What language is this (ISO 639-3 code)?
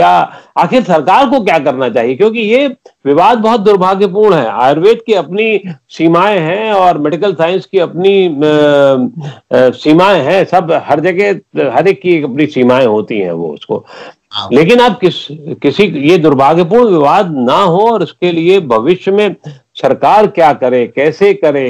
hin